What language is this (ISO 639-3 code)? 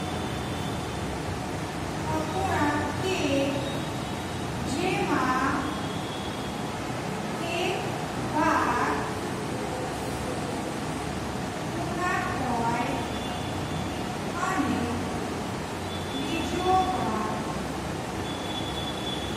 guj